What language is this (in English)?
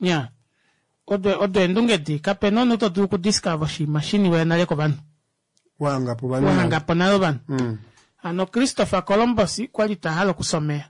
Kuanyama